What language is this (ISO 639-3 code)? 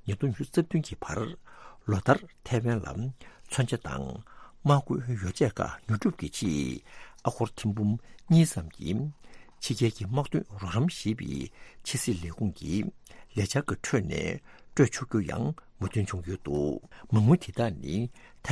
bod